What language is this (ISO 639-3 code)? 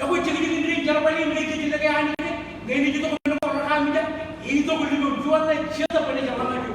mah